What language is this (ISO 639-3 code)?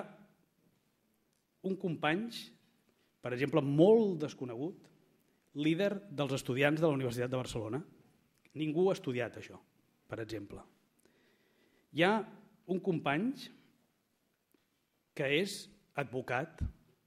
cat